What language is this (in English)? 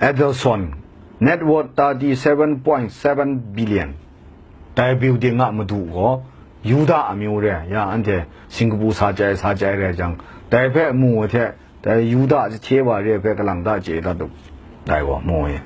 Kachin